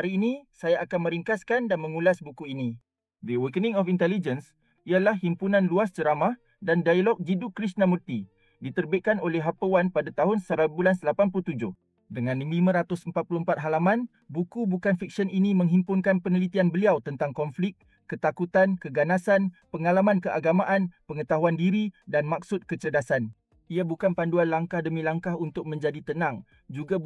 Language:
Malay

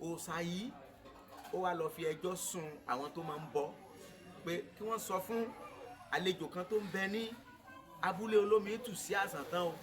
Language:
Yoruba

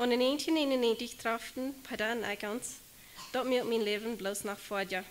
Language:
Plautdietsch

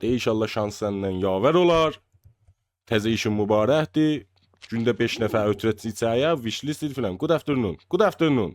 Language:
South Azerbaijani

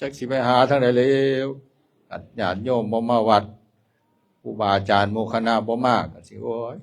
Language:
Northeastern Thai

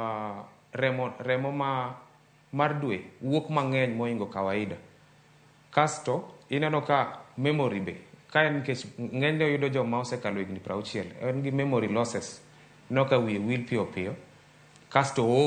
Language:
Luo (Kenya and Tanzania)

